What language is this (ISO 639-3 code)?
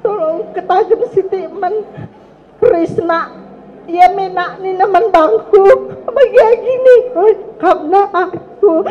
btx